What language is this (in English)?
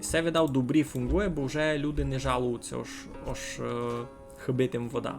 Rusyn